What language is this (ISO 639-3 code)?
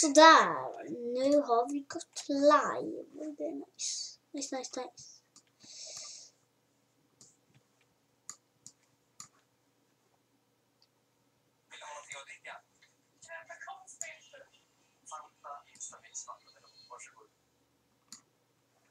swe